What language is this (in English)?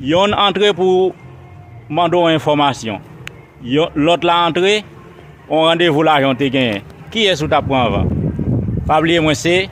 Haitian Creole